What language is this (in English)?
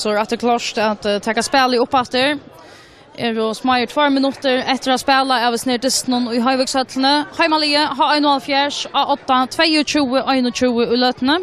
Faroese